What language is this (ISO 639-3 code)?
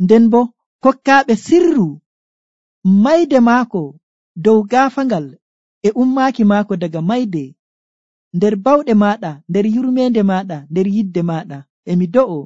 fuv